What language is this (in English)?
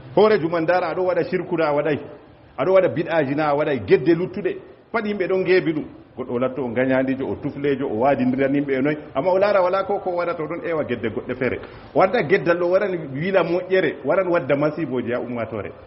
Fula